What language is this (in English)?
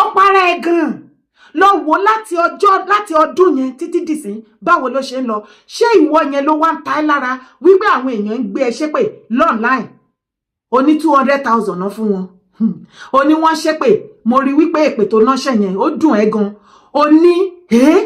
Yoruba